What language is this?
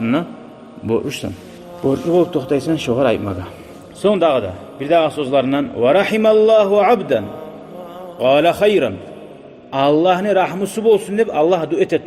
Kumyk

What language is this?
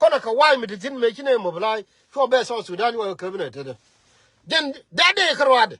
Nuer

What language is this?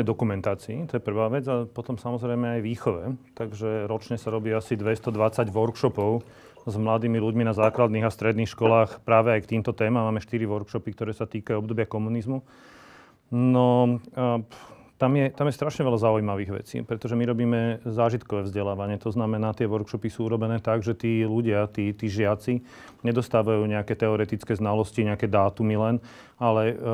Slovak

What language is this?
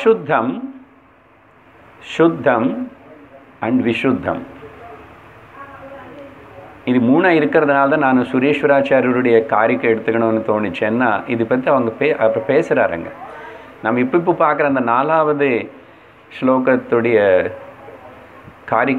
Tamil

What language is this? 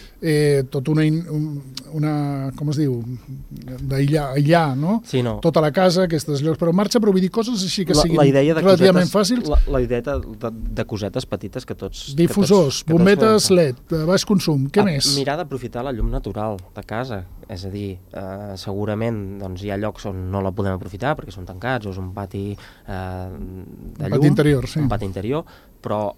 Catalan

